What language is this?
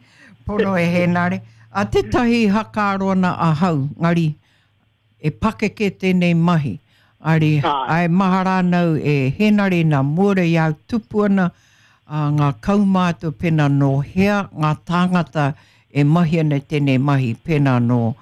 Māori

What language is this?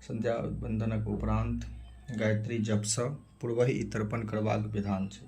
Maithili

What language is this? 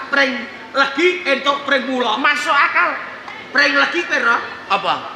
Javanese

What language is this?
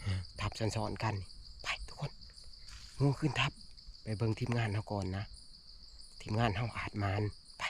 Northeastern Thai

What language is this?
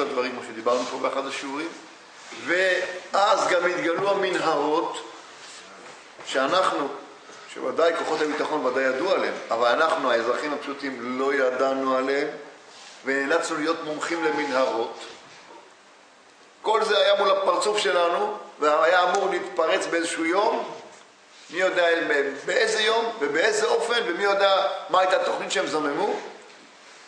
Hebrew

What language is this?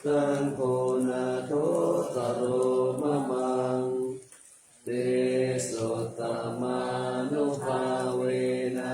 Pali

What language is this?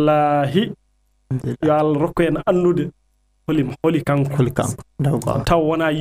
Fula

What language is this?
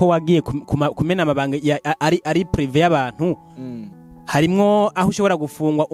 Rundi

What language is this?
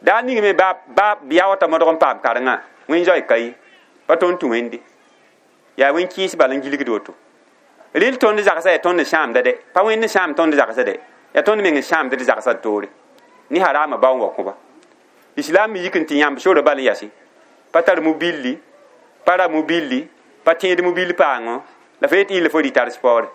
Mossi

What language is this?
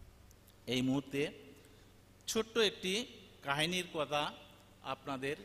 Bangla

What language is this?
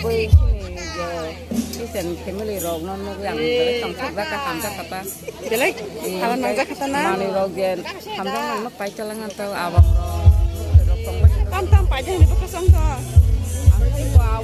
Kok Borok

